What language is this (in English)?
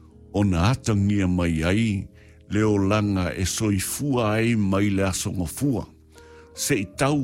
Samoan